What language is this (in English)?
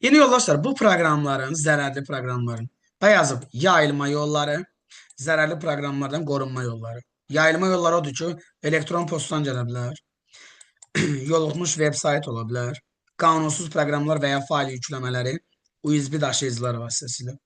Azerbaijani